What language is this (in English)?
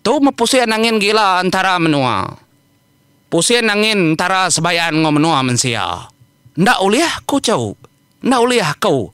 Iban